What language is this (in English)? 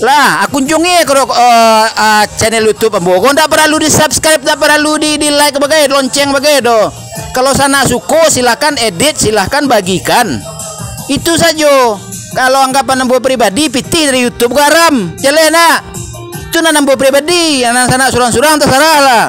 Minangkabau